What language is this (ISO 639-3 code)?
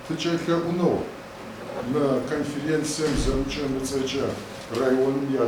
ady